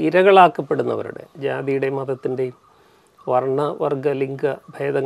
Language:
Malayalam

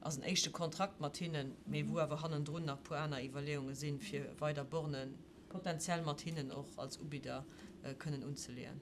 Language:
Luxembourgish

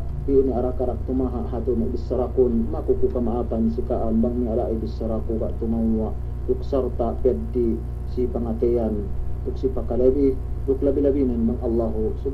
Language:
Yakan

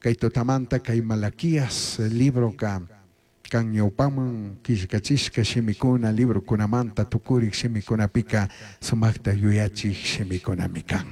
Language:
Chimborazo Highland Quichua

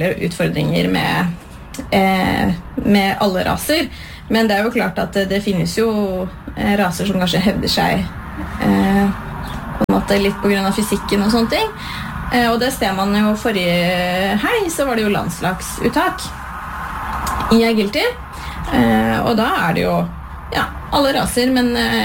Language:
Norwegian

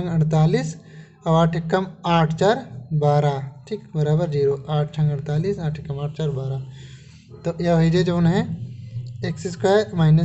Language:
Awadhi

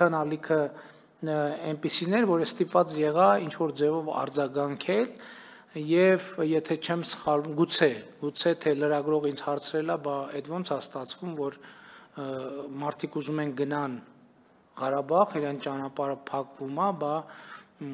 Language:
Armenian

